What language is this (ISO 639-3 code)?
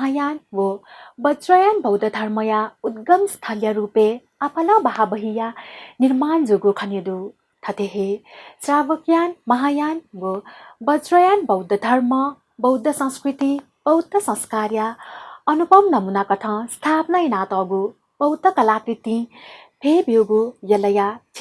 new